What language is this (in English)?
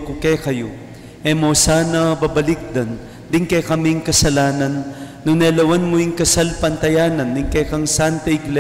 Pampanga